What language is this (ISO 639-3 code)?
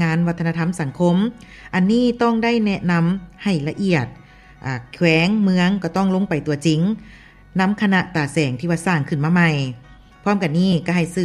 lao